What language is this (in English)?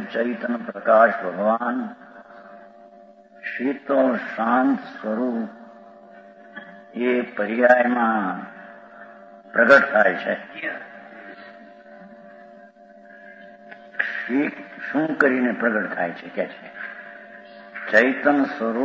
Gujarati